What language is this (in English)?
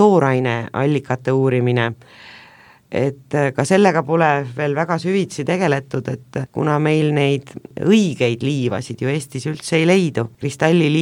Estonian